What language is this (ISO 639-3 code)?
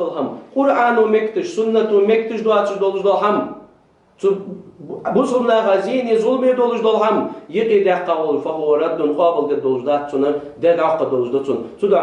inh